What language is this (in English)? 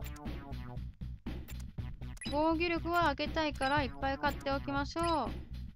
Japanese